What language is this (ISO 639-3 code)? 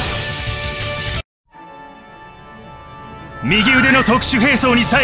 jpn